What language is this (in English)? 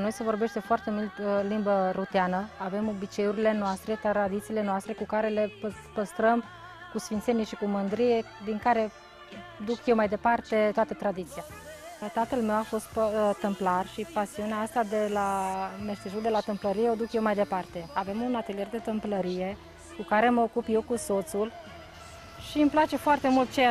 Romanian